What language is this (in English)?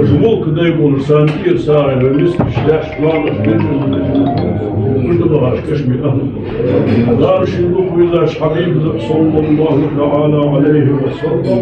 Ingush